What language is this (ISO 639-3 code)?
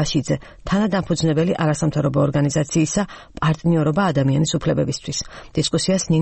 kat